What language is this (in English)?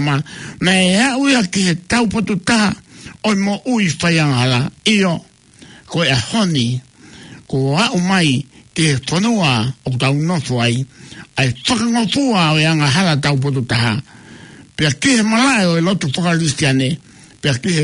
Tongan